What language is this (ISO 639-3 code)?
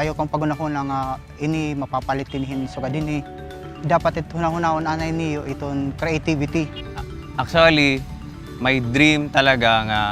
war